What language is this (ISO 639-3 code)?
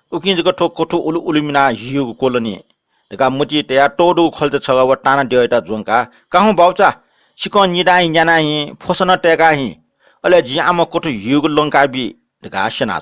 new